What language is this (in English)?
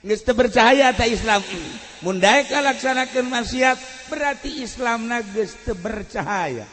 Sundanese